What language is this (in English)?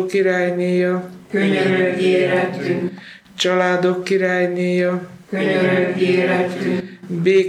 Hungarian